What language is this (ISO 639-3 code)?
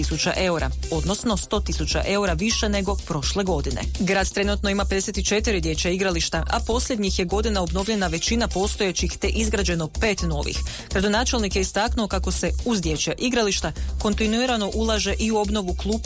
hrv